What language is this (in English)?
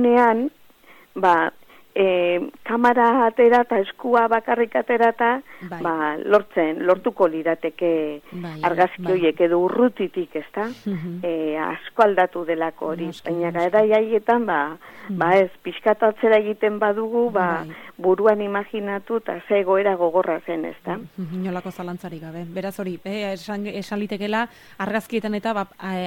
Basque